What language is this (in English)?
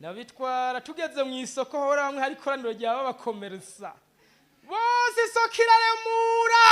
Rundi